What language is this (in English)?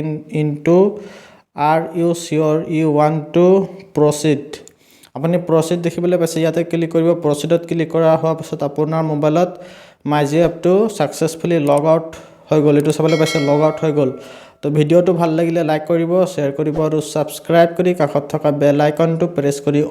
Assamese